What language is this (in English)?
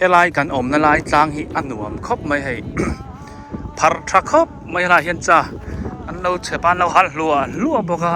Biete